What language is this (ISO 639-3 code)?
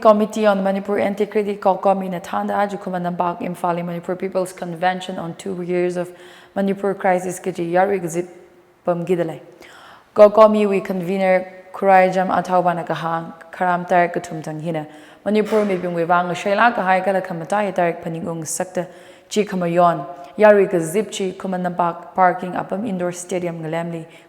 nmf